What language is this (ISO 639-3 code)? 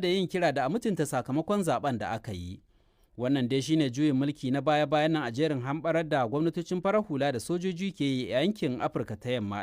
hau